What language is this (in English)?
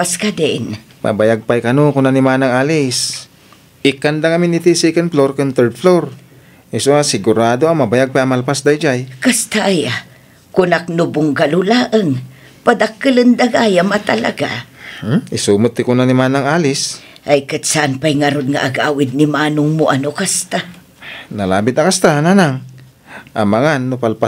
Iloko